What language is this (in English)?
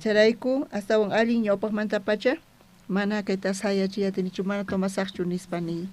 South Bolivian Quechua